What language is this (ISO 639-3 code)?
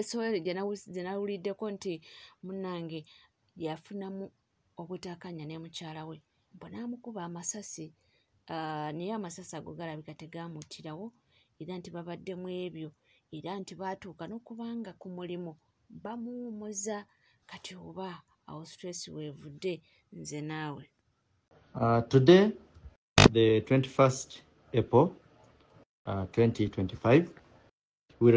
lug